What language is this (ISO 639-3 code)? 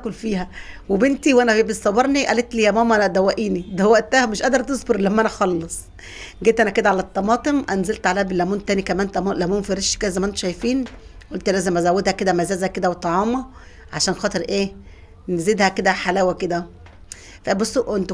arz